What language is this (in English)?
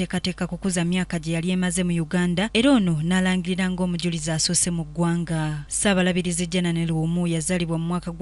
Ganda